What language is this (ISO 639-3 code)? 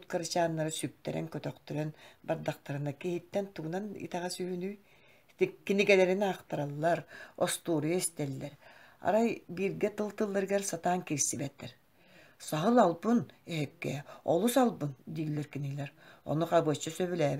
sah